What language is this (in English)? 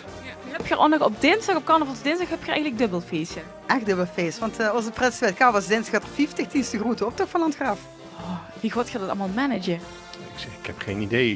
Limburgish